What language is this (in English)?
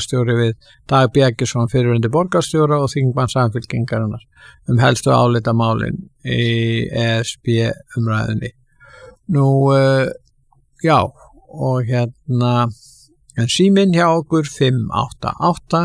Icelandic